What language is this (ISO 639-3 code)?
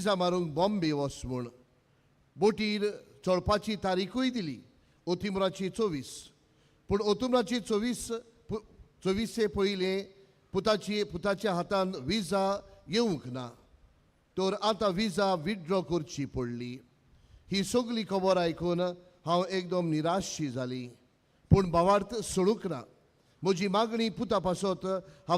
kok